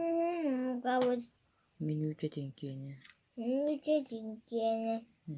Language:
Yakut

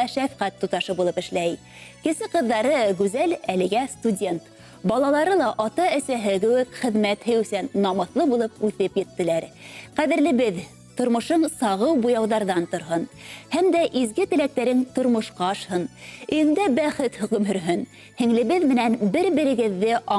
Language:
Bashkir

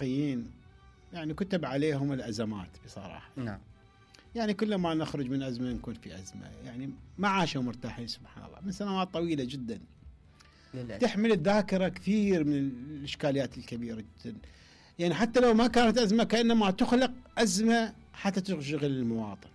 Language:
Mesopotamian Arabic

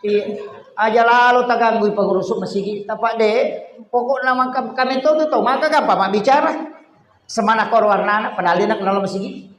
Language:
Buginese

